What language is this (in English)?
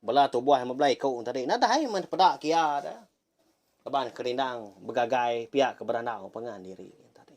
Iban